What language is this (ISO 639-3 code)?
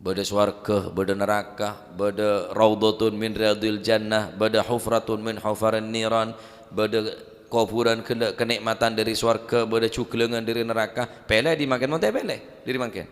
mad